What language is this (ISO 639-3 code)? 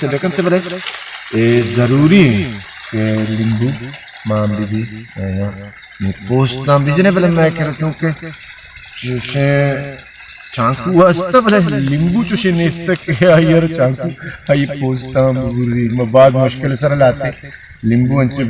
bal